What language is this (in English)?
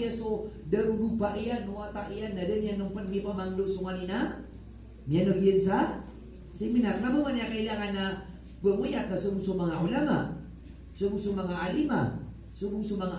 Maranao